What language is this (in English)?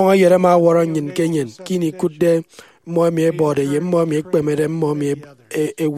Efik